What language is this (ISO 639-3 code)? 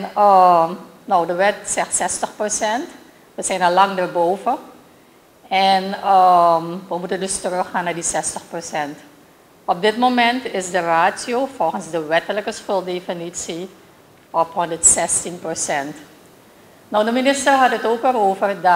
nld